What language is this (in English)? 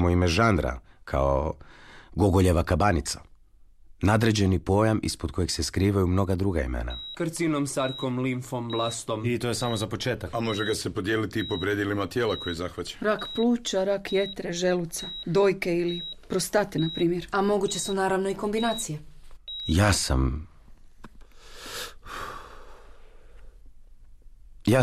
Croatian